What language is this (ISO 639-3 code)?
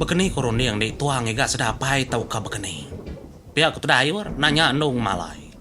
iba